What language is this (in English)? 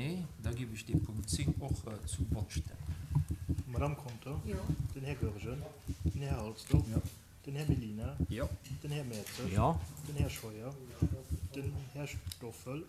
Luxembourgish